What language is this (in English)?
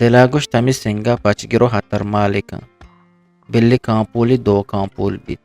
Eastern Balochi